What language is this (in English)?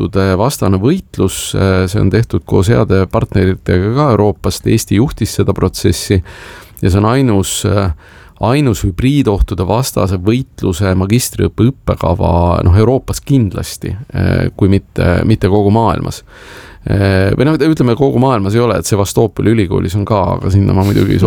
Estonian